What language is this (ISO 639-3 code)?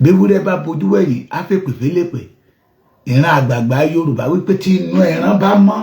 yor